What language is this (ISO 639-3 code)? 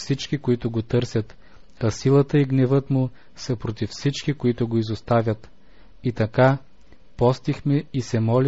bul